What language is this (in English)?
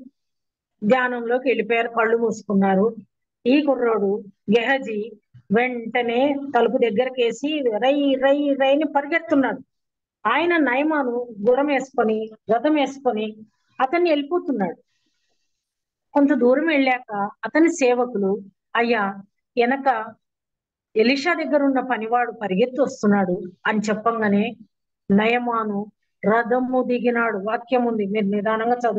Telugu